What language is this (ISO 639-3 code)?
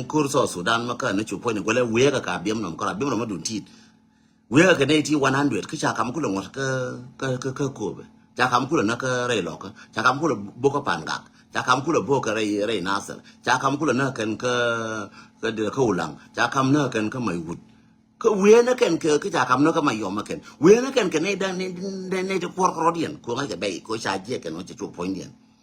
nus